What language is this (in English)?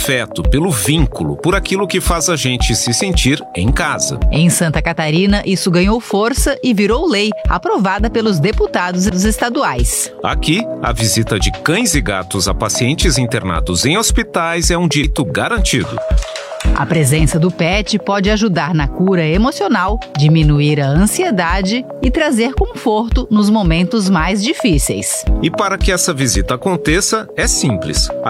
Portuguese